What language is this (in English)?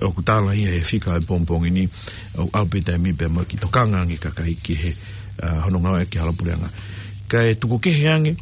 Tongan